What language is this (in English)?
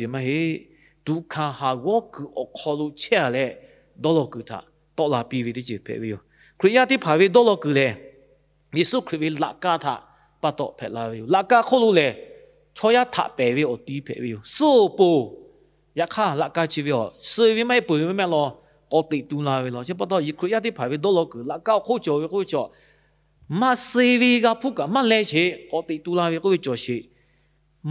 Lahu